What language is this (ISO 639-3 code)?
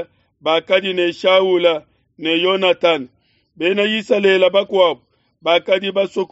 lua